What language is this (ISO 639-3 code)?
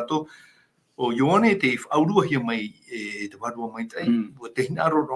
tah